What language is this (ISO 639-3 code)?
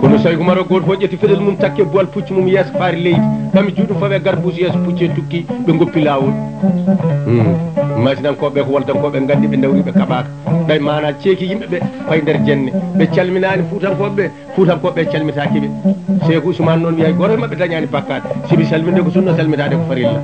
ful